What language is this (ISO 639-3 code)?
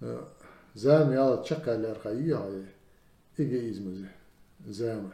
inh